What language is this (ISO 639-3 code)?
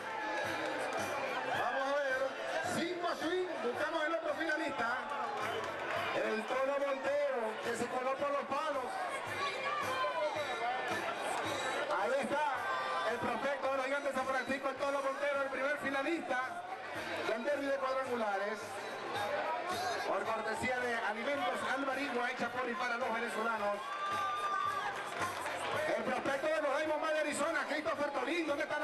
spa